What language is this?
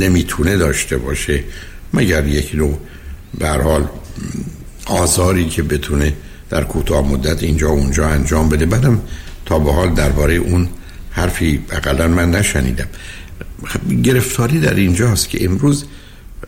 Persian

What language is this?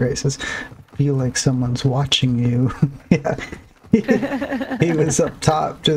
English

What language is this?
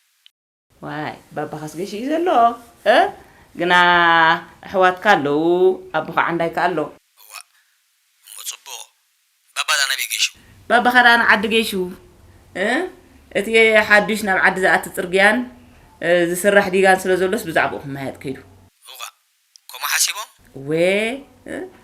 Tigrinya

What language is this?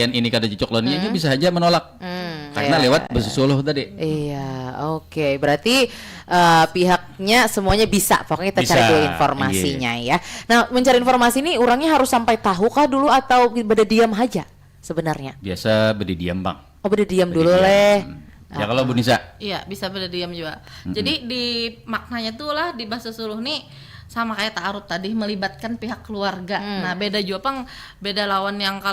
Banjar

